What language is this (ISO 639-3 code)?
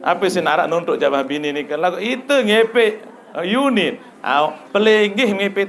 sas